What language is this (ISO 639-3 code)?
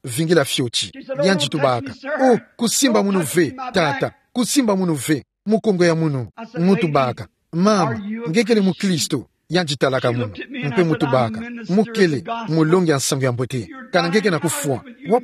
ktu